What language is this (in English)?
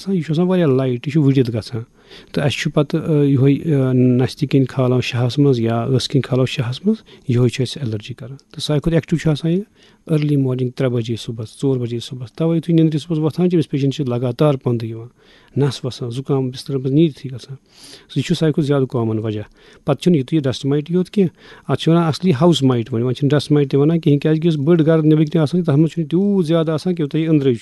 Kashmiri